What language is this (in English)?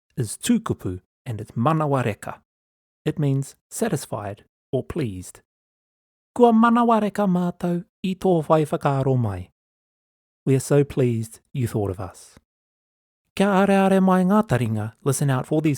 Māori